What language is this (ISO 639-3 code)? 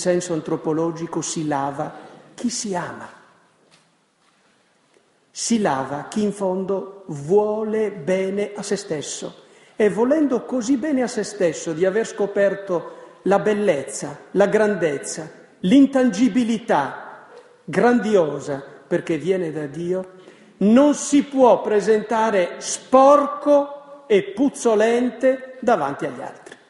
ita